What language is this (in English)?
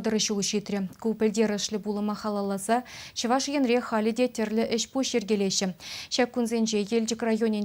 Chuvash